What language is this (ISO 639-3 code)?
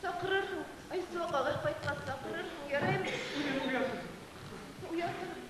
bak